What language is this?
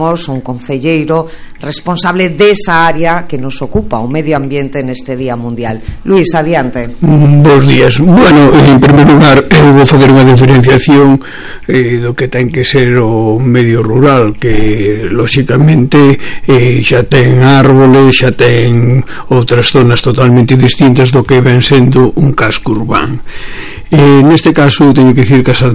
Galician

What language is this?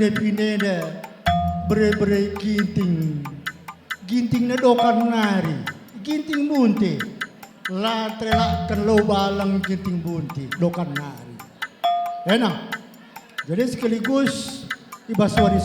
Batak Karo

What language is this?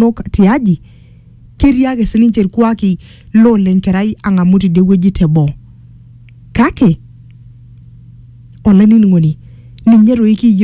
Masai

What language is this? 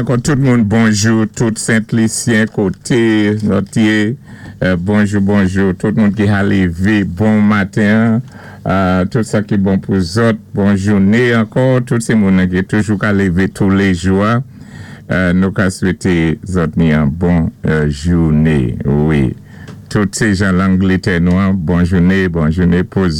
Saint Lucian Creole French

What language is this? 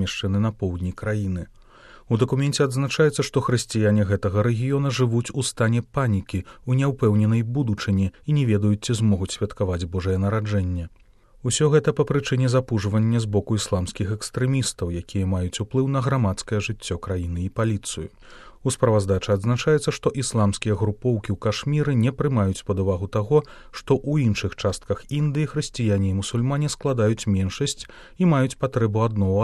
Belarusian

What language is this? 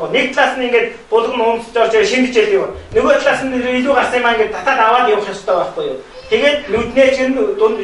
Mongolian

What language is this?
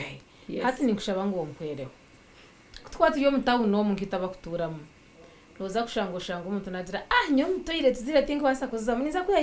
Nyankole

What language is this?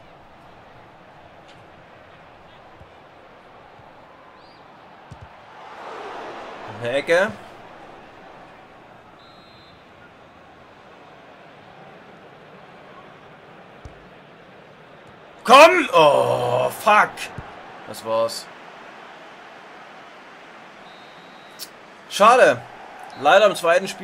German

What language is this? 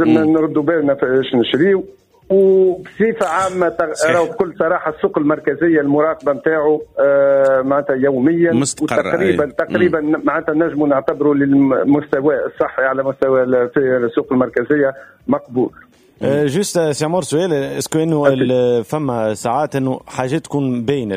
Tunisian Arabic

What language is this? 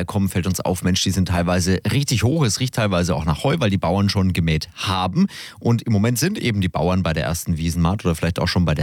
German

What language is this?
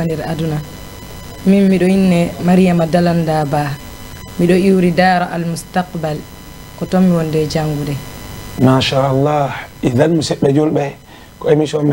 Fula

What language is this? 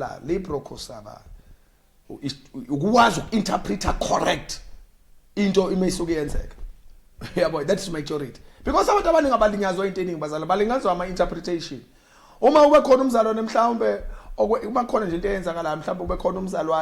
Zulu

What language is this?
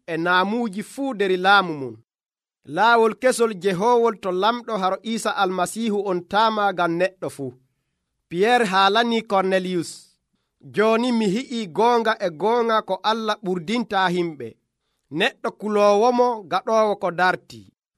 Nigerian Fulfulde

